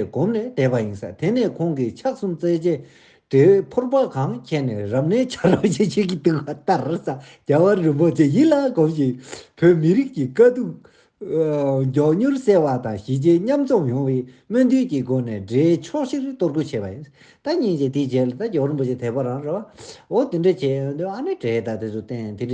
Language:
Tibetan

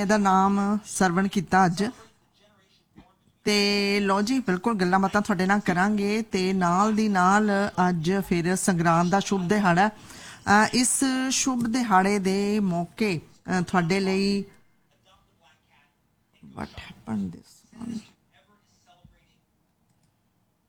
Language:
Punjabi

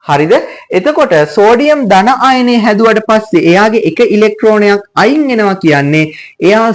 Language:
Sinhala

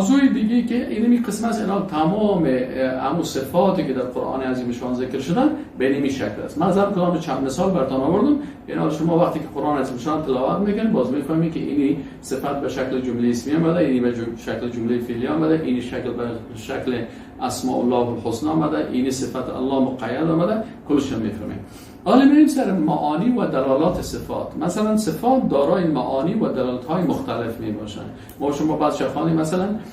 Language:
Persian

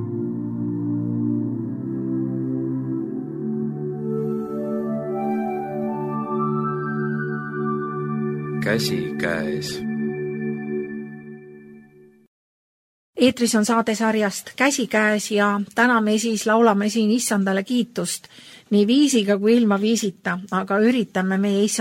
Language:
Estonian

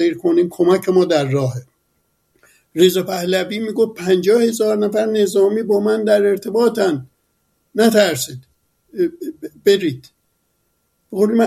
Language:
Persian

